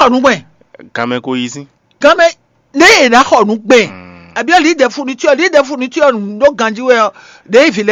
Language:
Fon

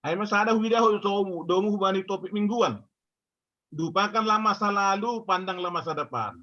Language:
Batak Simalungun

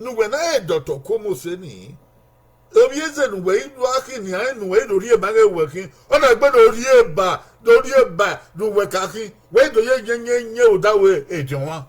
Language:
Bini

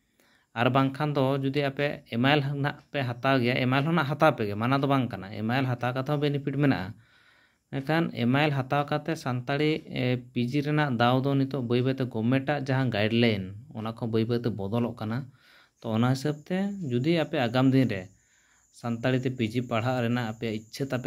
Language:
Santali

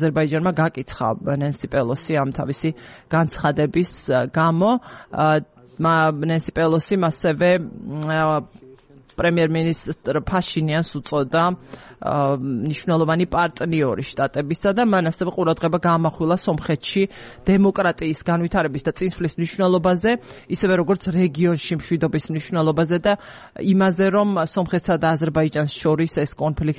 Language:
Georgian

